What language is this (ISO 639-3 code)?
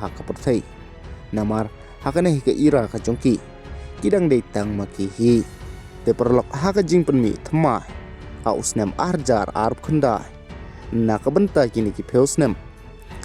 kha